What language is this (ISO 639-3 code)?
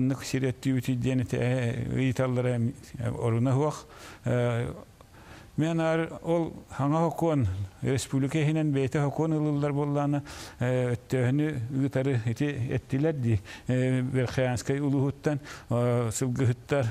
sah